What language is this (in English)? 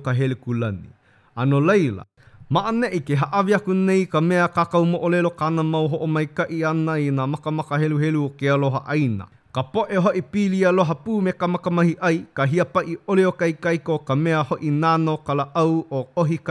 Hawaiian